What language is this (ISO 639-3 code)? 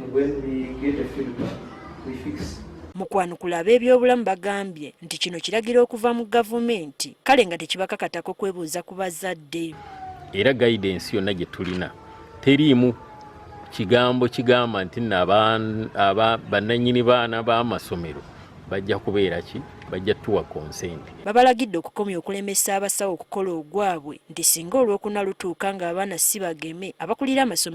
lug